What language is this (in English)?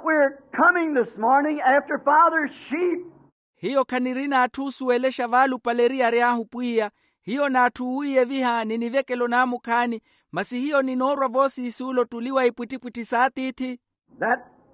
Makhuwa